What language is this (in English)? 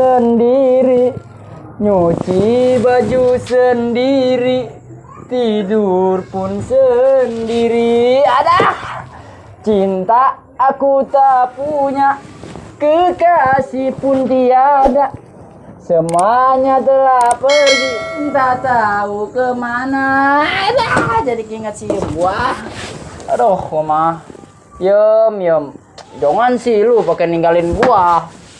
Betawi